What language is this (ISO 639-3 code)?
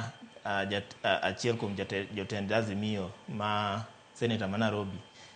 luo